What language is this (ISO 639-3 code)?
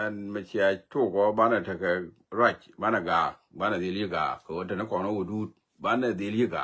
nus